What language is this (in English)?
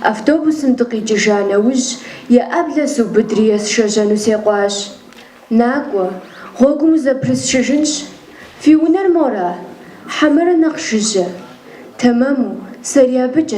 Kabardian